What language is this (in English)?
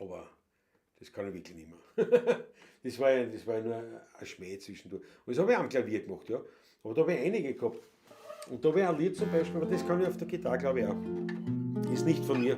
Bavarian